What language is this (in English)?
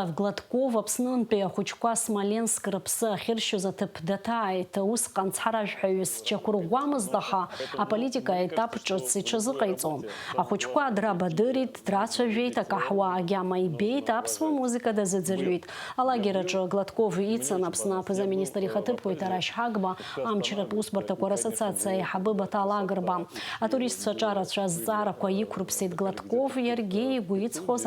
Abkhazian